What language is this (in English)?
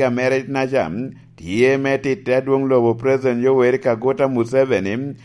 Lango (Uganda)